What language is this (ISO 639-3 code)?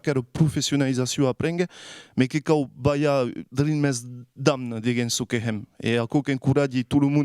oci